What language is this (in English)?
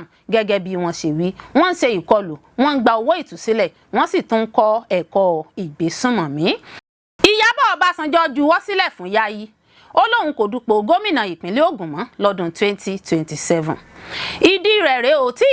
Yoruba